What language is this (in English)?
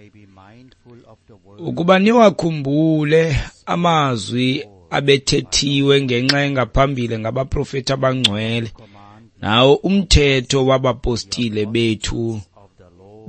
Xhosa